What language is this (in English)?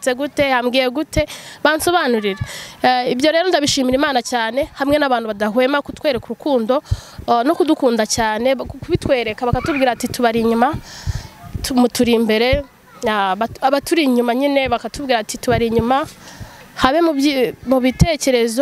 Kinyarwanda